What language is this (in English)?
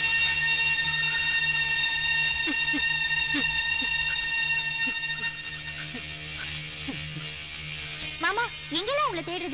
Tamil